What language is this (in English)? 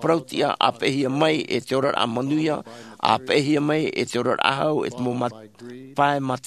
Tahitian